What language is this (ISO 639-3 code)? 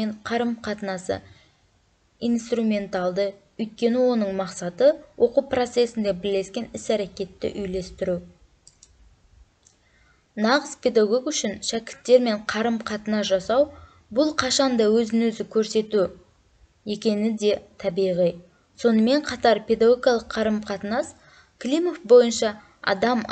kaz